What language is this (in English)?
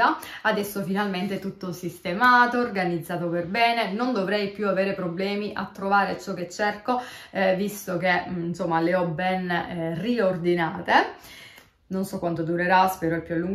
Italian